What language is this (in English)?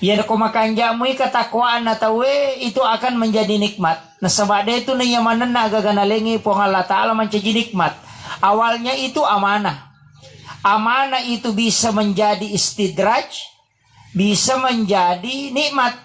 Buginese